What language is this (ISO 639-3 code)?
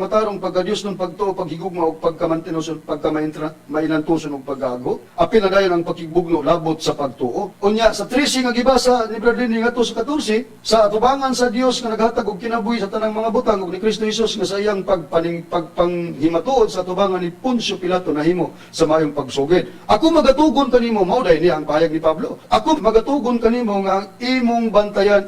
ceb